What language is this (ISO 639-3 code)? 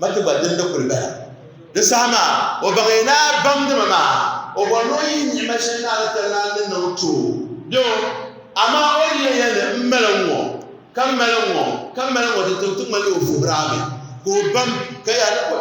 dag